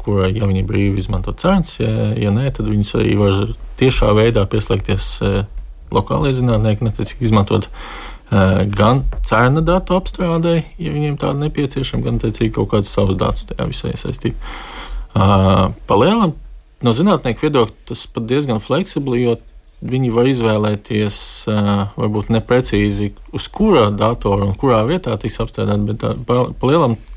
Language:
Latvian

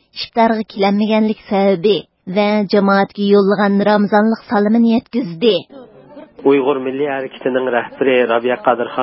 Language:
Uyghur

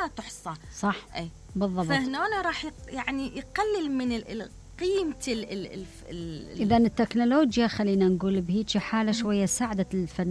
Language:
Mesopotamian Arabic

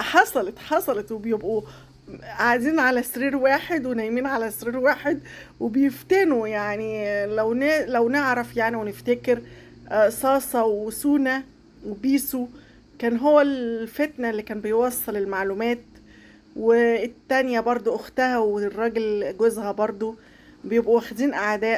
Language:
Egyptian Arabic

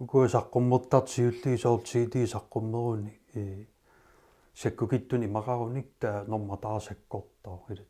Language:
Kalaallisut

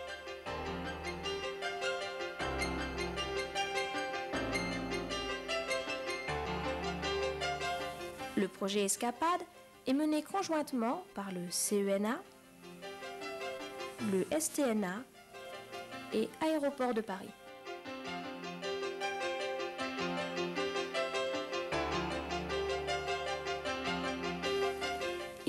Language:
French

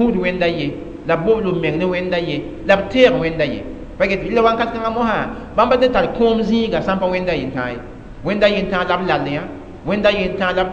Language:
Mossi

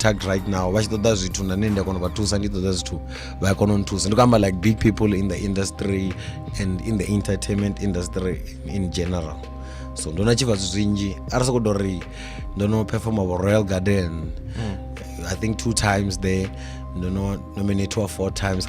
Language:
Venda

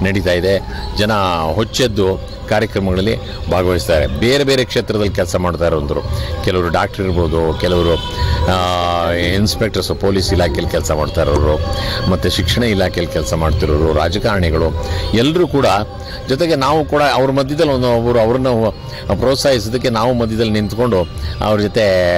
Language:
Kannada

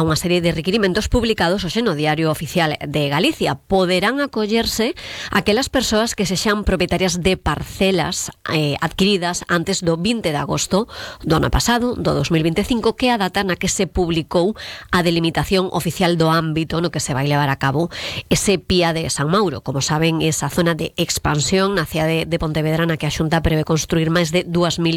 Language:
Galician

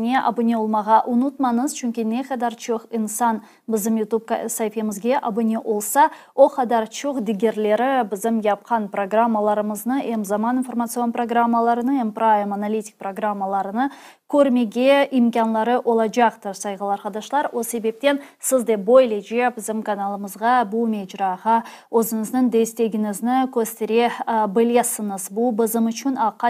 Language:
Crimean Tatar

